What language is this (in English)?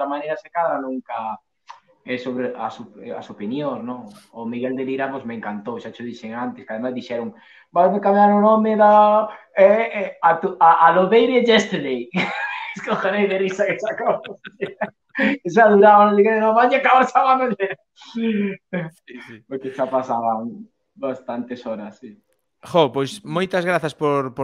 Galician